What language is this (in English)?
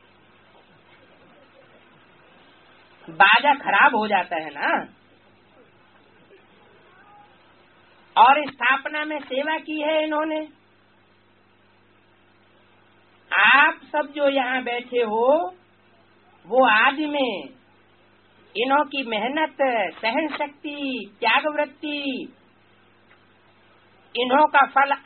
Hindi